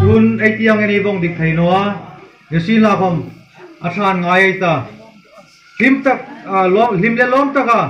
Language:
Hmar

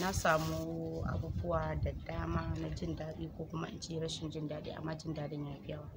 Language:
Hausa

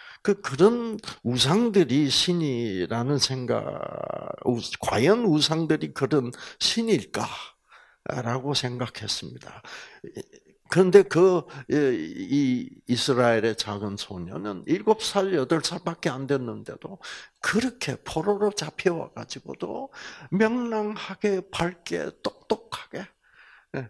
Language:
Korean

